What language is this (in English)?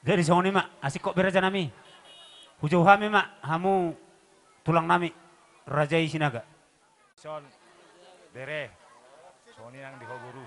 Batak Toba